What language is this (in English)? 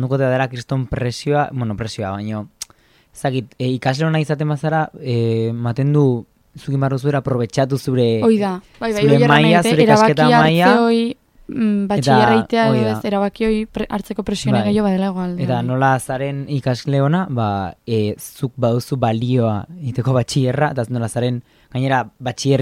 Basque